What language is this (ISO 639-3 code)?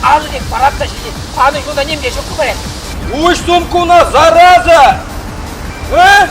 chv